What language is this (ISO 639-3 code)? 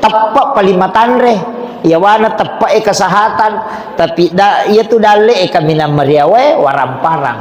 bug